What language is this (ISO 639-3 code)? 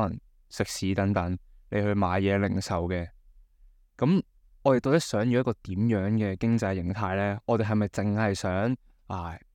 yue